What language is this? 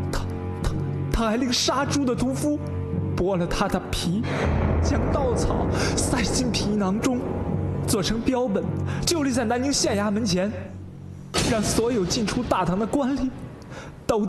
Chinese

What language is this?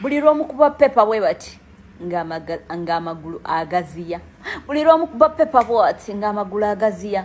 Ganda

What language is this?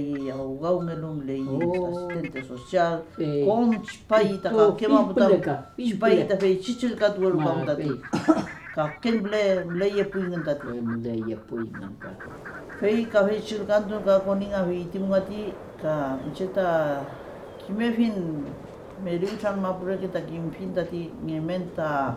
Mapuche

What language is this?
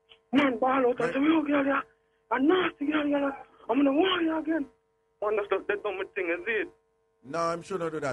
Jamaican Creole English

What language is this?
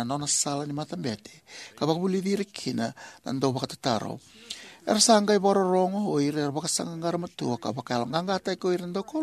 Fijian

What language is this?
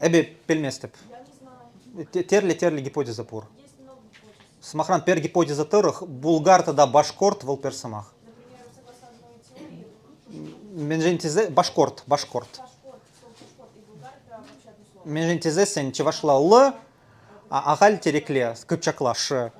Chuvash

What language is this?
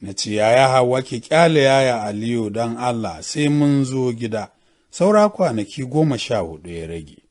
Hausa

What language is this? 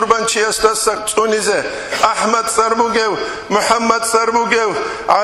Avaric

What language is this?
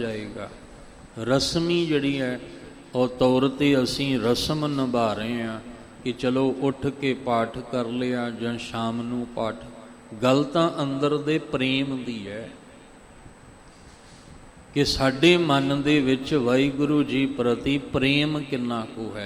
Punjabi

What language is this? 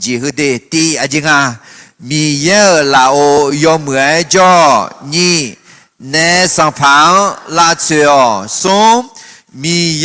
Akha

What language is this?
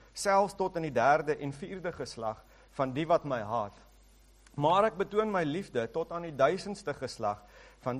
Afrikaans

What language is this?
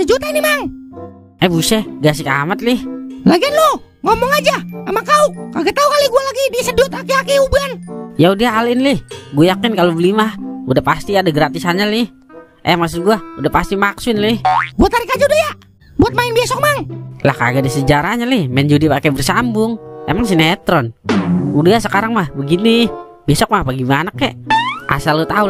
Betawi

